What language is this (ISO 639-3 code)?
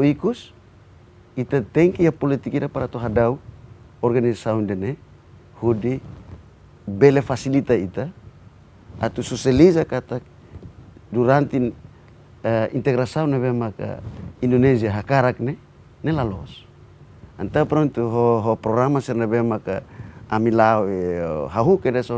tet